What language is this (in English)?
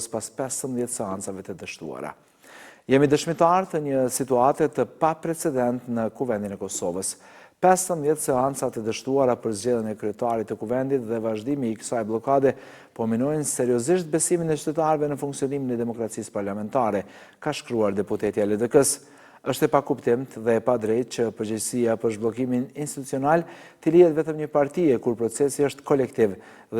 Albanian